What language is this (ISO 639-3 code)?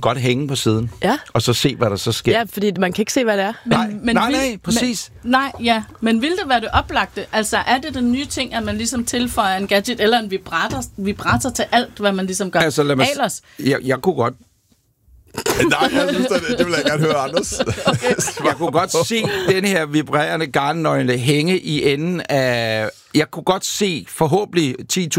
dan